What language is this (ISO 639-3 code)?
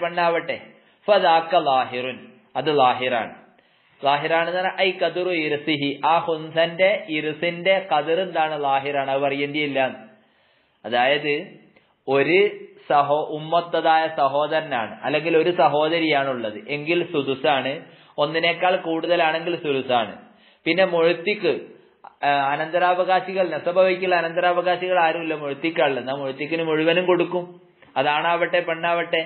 mal